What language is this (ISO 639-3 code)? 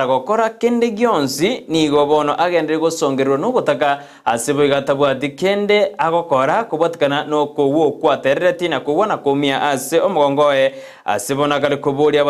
guz